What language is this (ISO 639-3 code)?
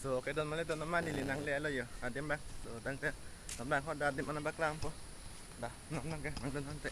mjw